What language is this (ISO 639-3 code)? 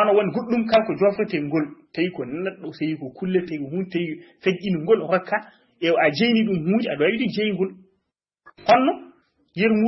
ful